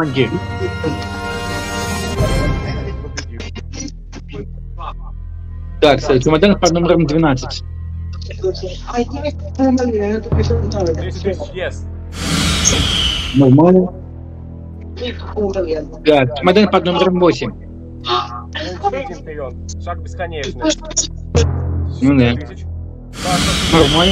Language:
Russian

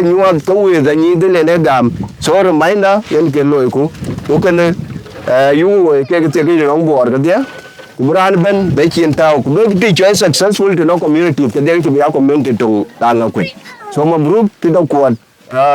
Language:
Dinka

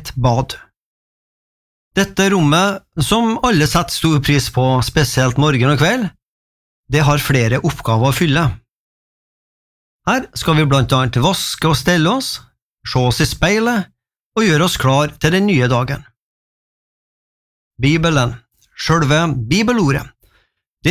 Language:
Norwegian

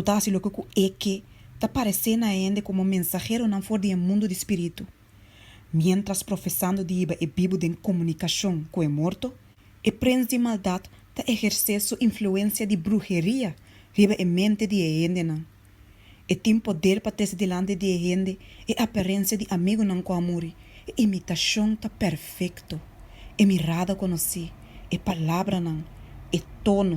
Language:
Papiamento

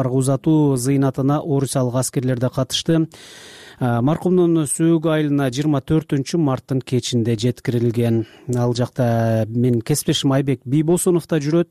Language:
Kyrgyz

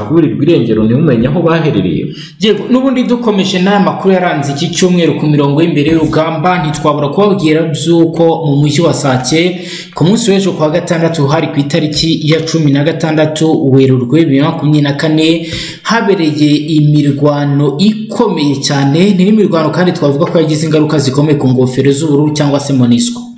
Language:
Kinyarwanda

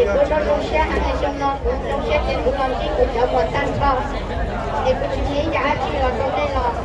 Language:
Hmong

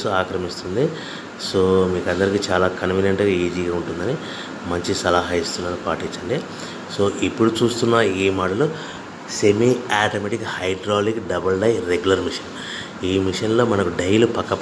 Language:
Telugu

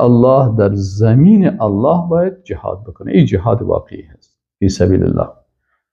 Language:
Persian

